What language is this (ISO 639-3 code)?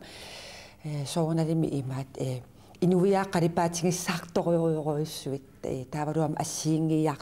kal